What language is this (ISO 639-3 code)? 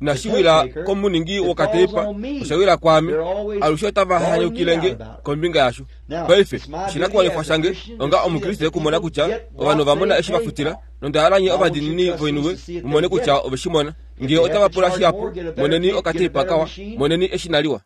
kua